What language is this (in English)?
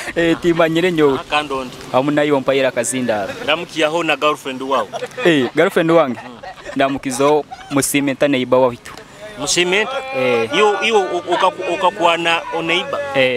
Nyoro